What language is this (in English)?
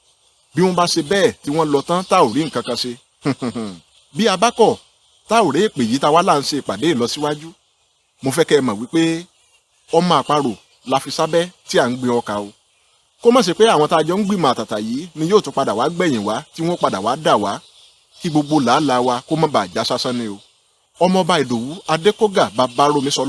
Yoruba